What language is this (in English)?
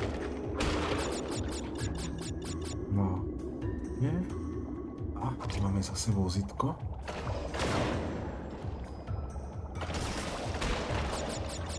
Slovak